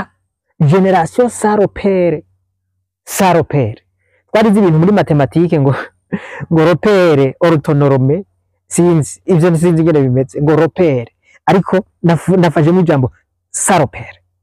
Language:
Rundi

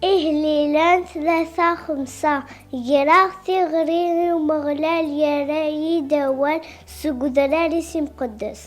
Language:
Kabyle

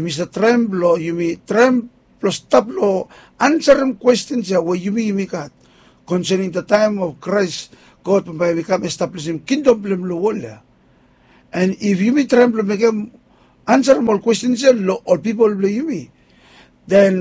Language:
Bislama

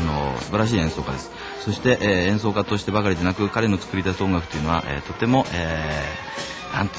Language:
Japanese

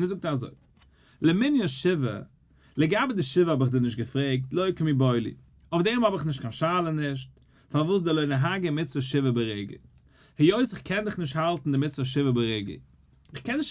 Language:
Yiddish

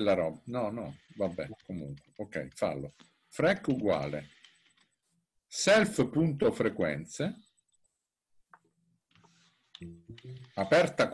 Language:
Italian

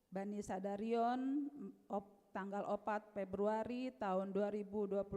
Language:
Batak Simalungun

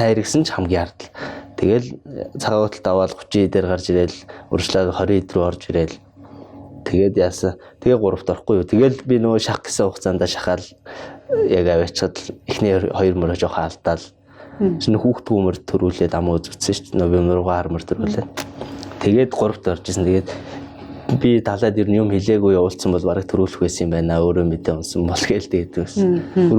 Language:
Mongolian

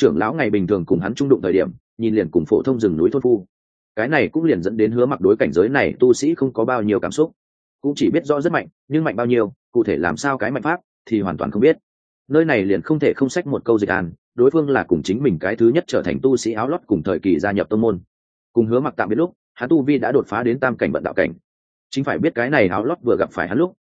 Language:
Vietnamese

